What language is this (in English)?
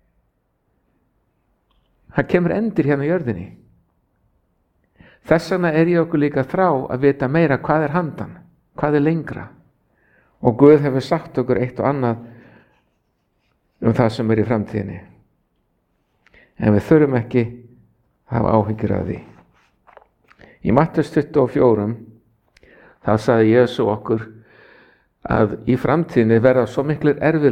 Icelandic